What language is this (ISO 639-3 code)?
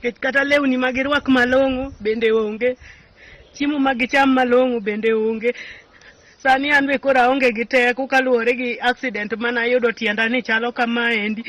luo